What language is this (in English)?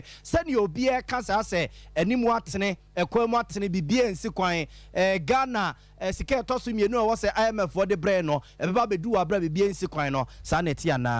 Akan